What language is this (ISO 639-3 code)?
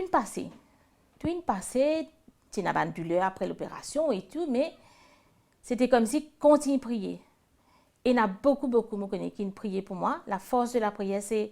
mfe